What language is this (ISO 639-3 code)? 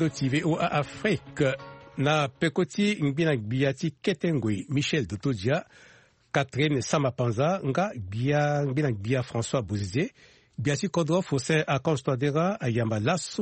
sag